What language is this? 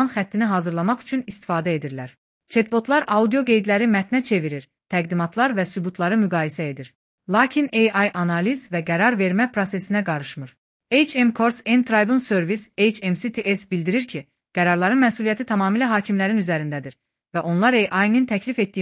Azerbaijani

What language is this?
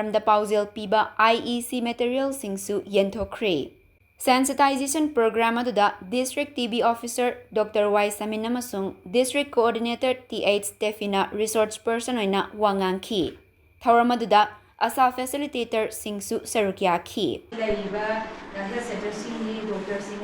Manipuri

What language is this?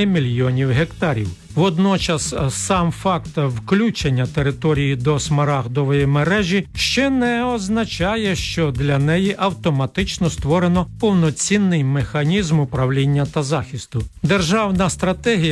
Ukrainian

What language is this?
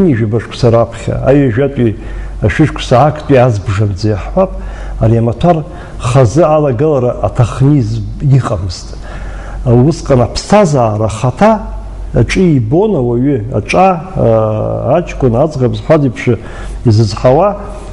Abkhazian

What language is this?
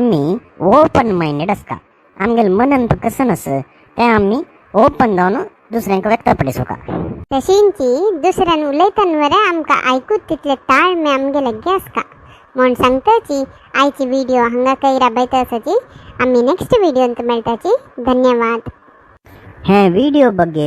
Konkani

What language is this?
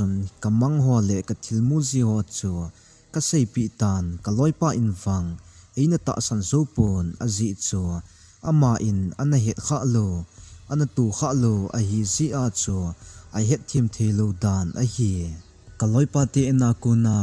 Thado Chin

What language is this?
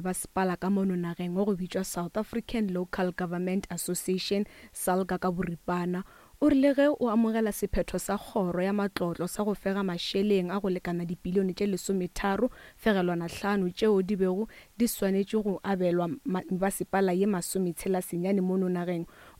Northern Sotho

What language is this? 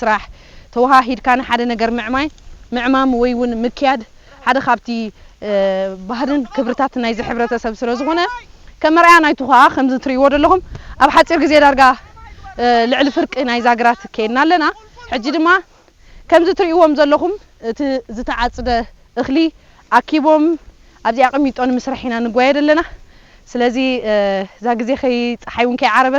Tigrinya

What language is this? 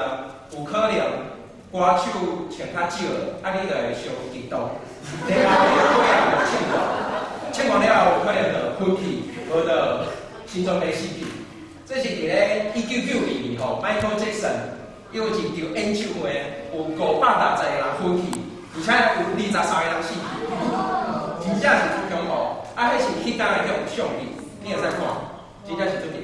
Min Nan Chinese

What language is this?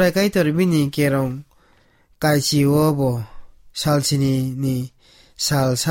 Kok Borok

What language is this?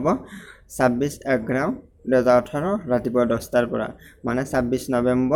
Assamese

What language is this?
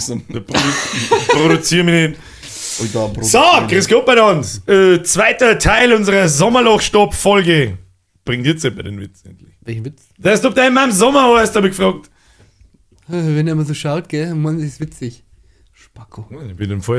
Bavarian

